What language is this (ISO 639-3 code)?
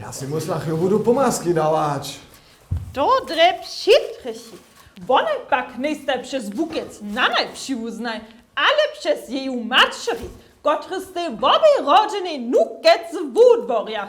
hsb